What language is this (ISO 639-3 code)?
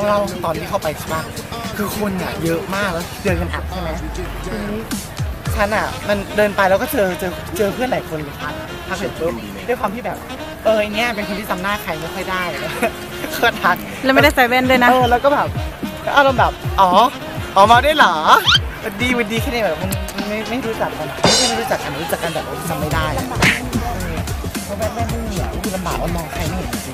tha